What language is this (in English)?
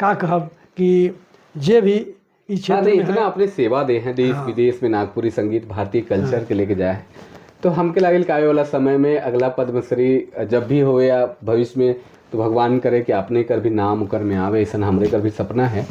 Sadri